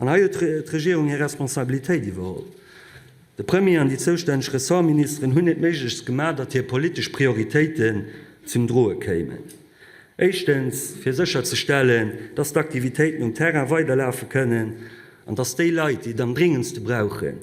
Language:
Luxembourgish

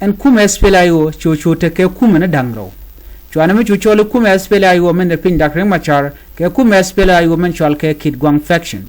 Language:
Nuer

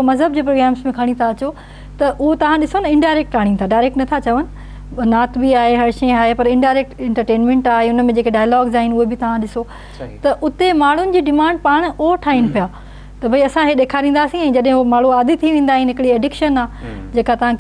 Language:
Sindhi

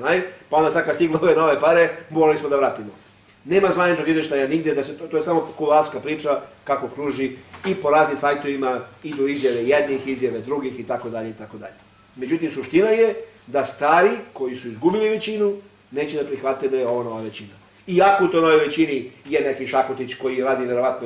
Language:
Serbian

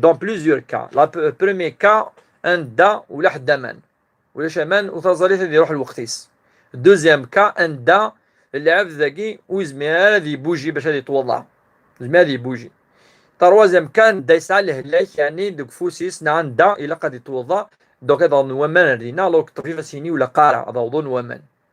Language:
Kabyle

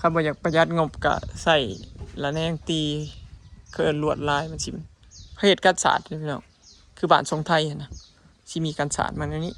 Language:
Lao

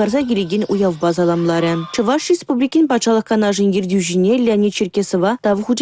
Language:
Chuvash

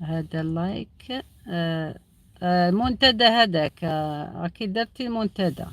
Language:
Algerian Arabic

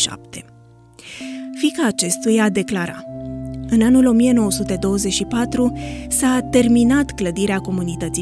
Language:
Romanian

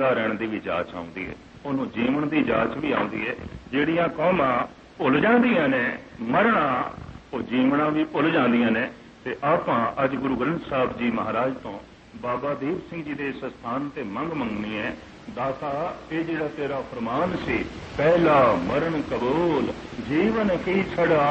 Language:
Punjabi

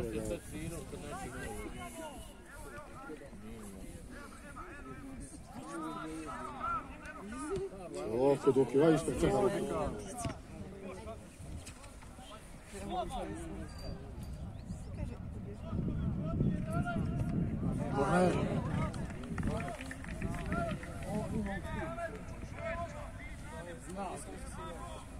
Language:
Croatian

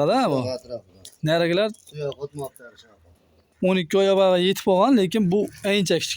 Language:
Uzbek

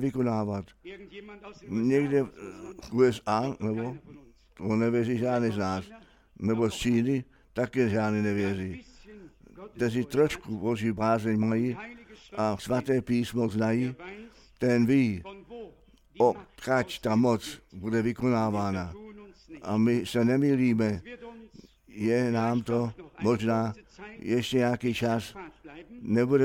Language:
Czech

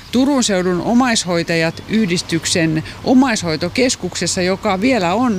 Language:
Finnish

